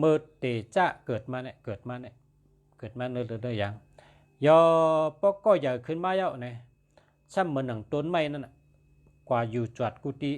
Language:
Shan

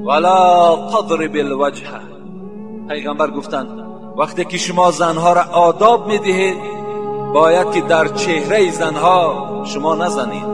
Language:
Tajik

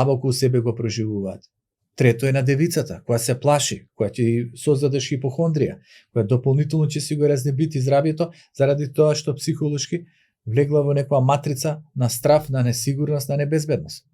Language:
Macedonian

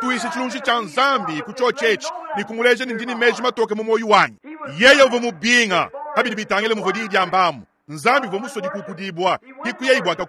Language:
Luba-Lulua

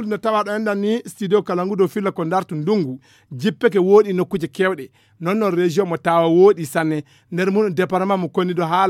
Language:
Fula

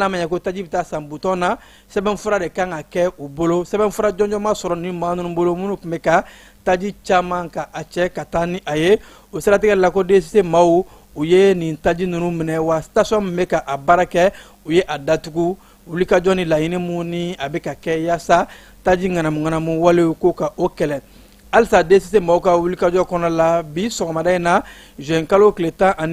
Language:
Bambara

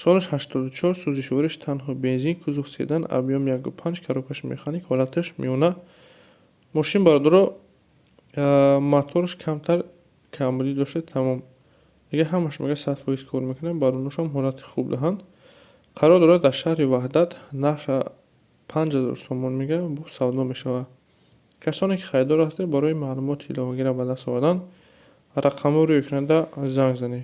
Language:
Tajik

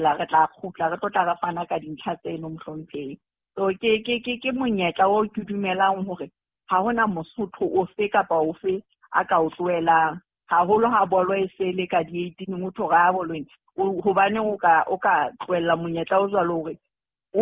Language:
Southern Sotho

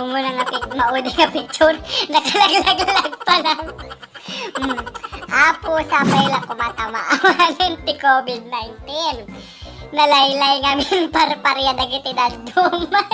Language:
Iloko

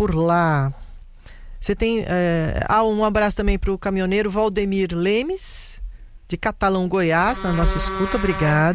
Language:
Portuguese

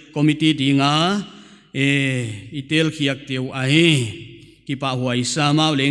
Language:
Paite Chin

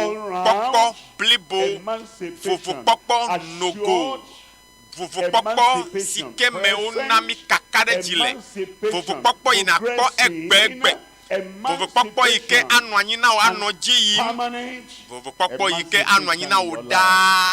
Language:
Ewe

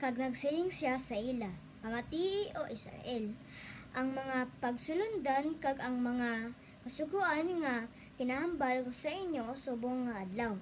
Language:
Hiligaynon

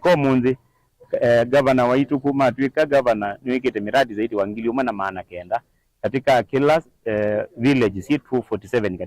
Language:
Kamba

